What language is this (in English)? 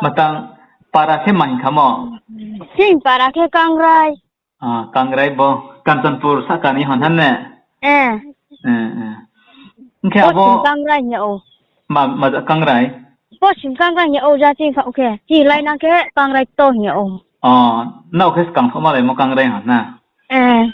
Riang (India)